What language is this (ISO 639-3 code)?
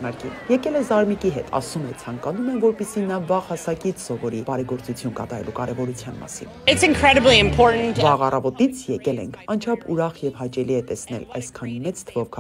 hye